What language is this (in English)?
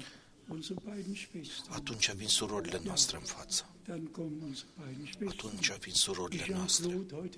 Romanian